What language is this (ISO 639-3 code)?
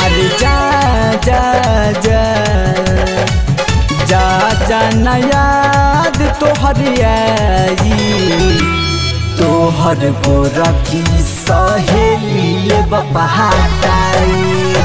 bho